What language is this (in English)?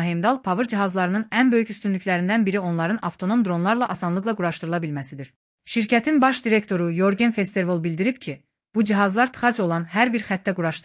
Azerbaijani